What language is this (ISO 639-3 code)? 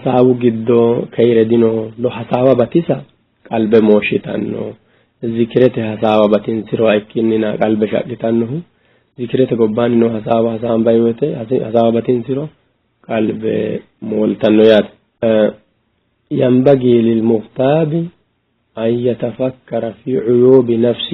sid